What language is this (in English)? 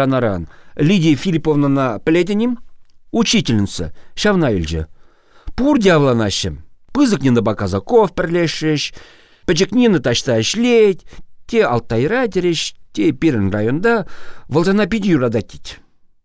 Chuvash